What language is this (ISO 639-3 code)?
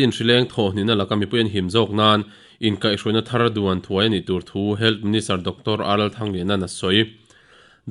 lus